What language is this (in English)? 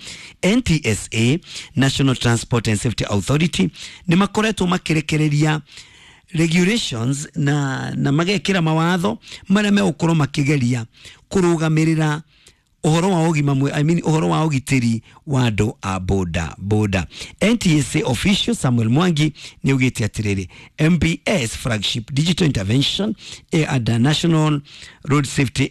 Kikuyu